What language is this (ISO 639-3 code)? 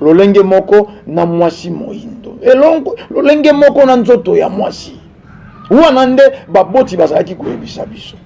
lin